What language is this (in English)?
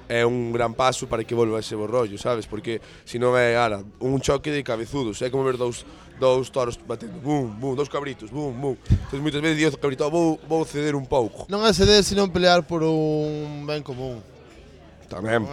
Galician